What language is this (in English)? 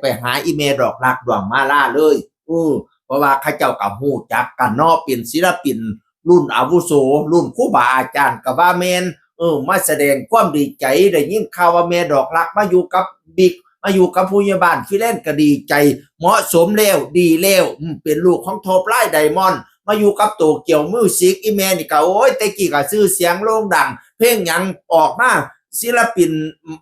Northeastern Thai